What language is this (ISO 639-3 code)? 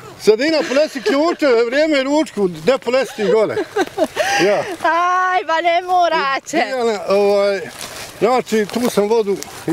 bos